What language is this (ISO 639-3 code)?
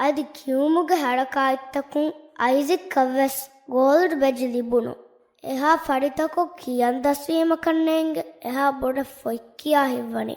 div